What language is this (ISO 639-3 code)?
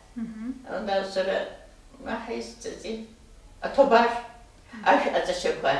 abk